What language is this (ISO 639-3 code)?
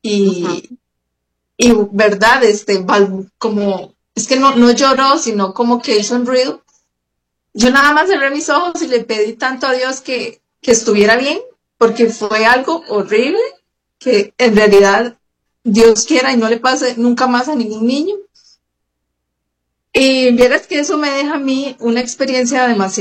spa